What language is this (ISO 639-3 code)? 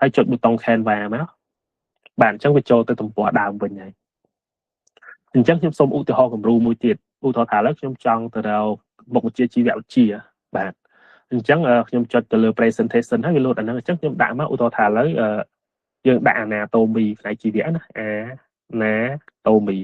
khm